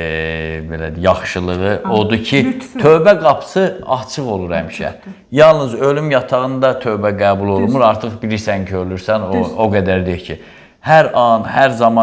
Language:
Azerbaijani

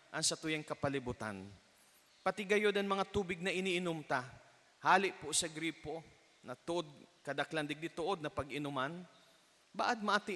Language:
Bikol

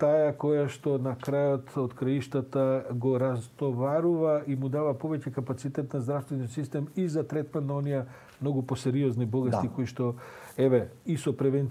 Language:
Macedonian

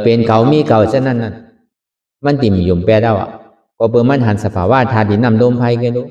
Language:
Shan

